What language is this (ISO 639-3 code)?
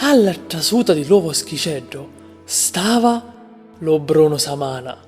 scn